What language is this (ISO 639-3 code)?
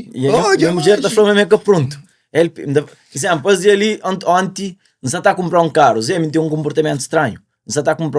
kea